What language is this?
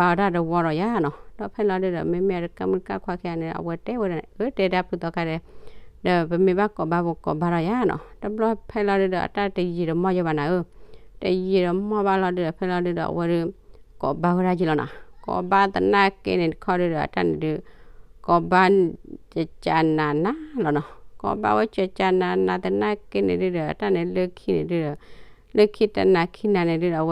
S'gaw Karen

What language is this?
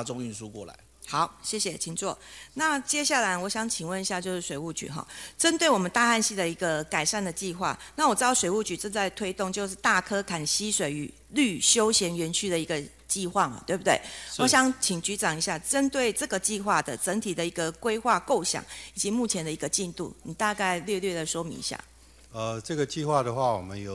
Chinese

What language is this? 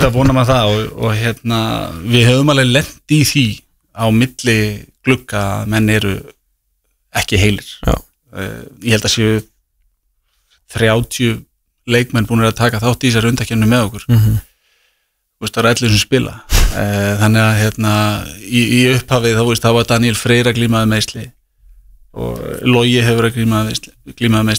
Icelandic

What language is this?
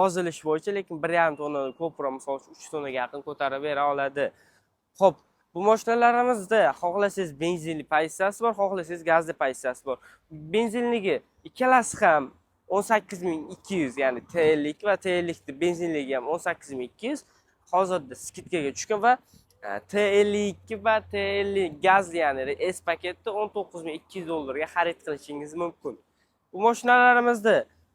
Uzbek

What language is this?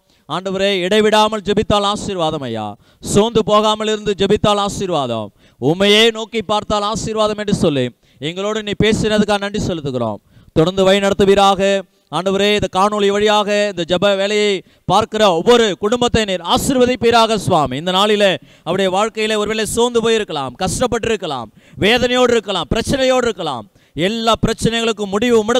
Tamil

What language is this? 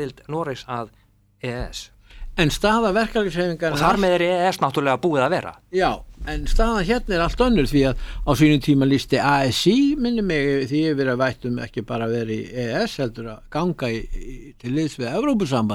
Icelandic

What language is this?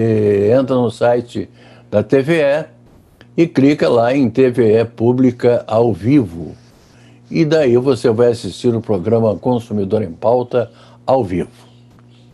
Portuguese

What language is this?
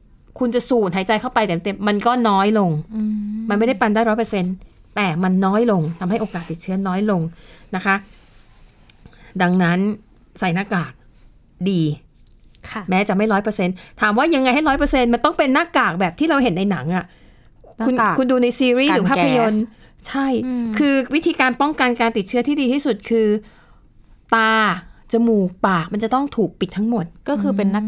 Thai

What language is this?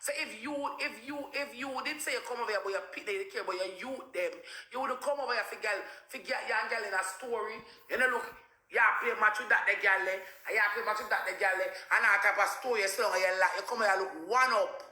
Jamaican Creole English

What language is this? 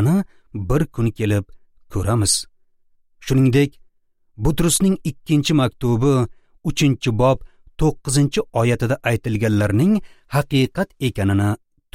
Uzbek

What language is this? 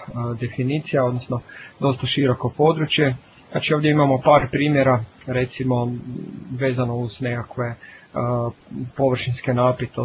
Croatian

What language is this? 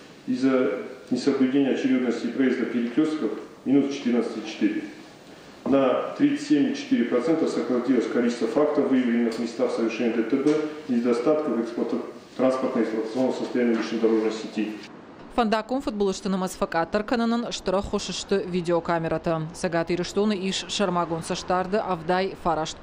Ossetic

